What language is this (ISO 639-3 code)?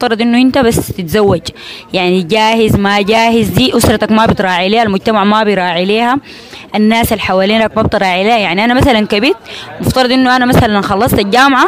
apd